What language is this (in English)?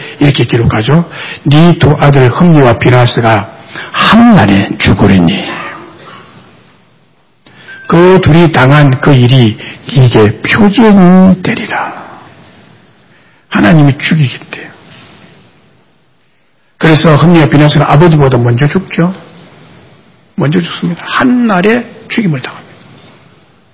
Korean